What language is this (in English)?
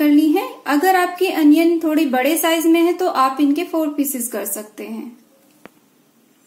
Hindi